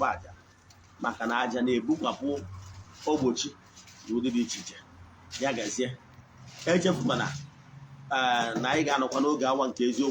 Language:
Igbo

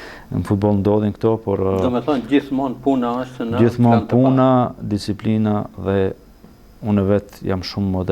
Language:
Albanian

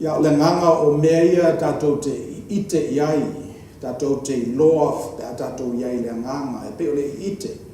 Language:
Samoan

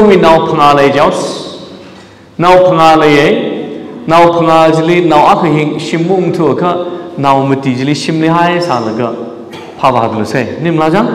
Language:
Tangkhul Naga (India)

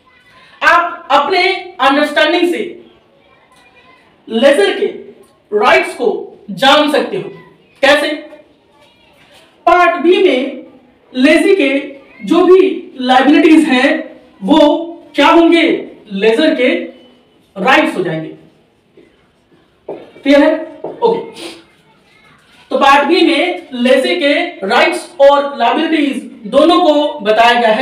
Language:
Hindi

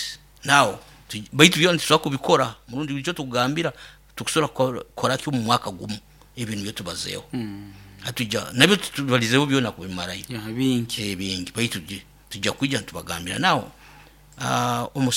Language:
Nyoro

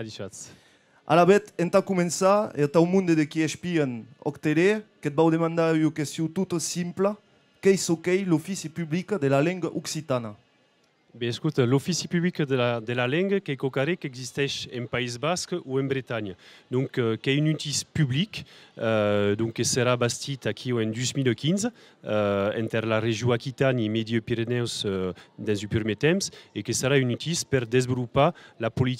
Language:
Occitan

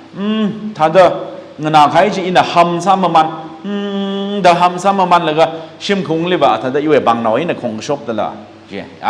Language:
Tangkhul Naga (India)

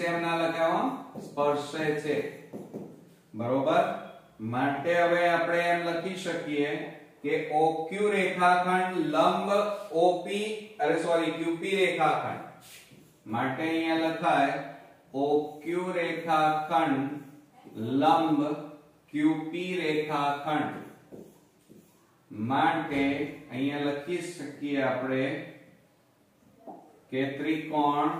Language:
Gujarati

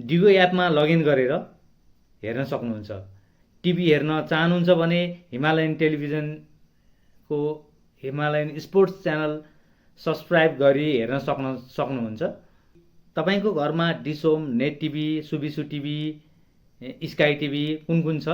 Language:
Nepali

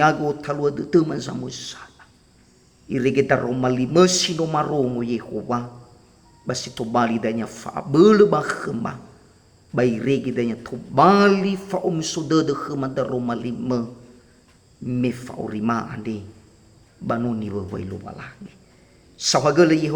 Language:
Nias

